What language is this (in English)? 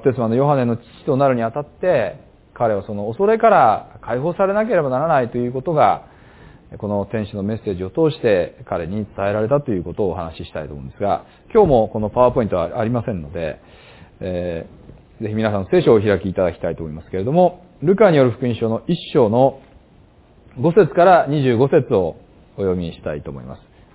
Japanese